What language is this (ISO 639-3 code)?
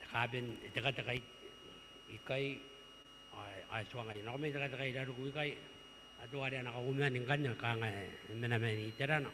gil